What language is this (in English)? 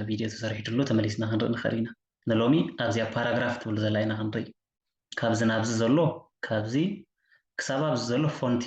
Tigrinya